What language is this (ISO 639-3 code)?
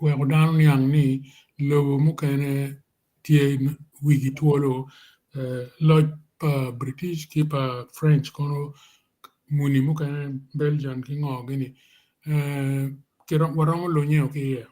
ach